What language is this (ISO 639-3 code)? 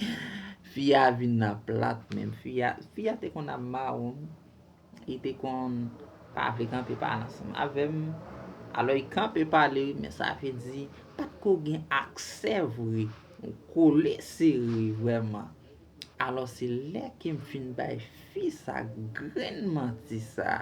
hat